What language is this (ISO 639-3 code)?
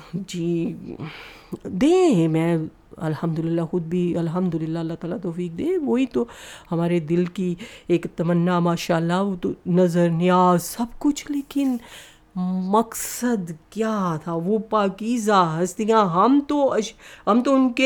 urd